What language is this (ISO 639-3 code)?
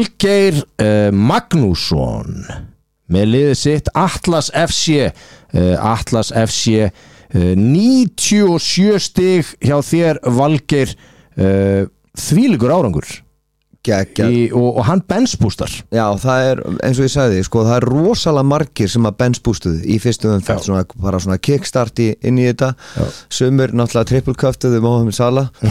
isl